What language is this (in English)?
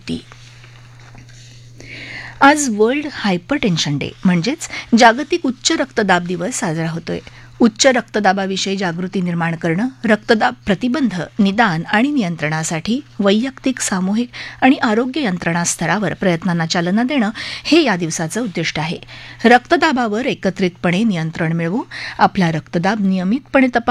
Marathi